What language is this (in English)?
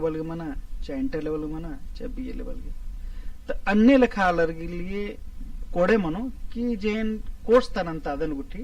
Kurukh